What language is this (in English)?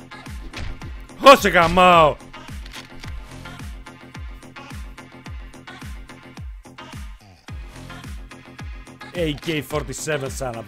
Greek